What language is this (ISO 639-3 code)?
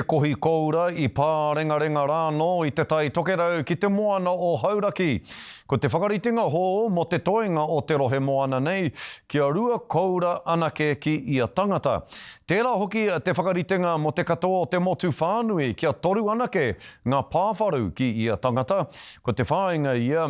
mri